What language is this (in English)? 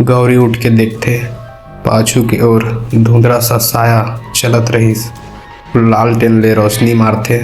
Chhattisgarhi